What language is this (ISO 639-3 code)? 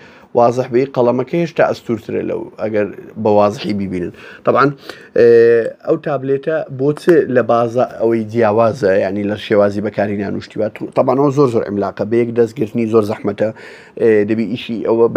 ckb